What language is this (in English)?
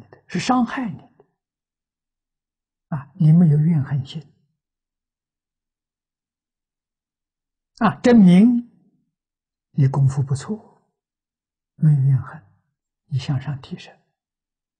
Chinese